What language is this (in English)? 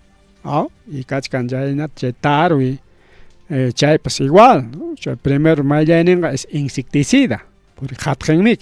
Ayacucho Quechua